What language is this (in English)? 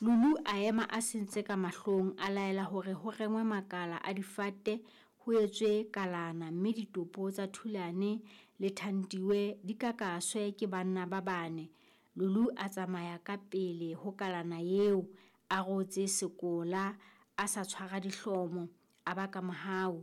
Southern Sotho